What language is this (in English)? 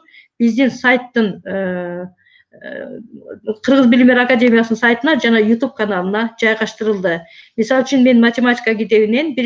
Kyrgyz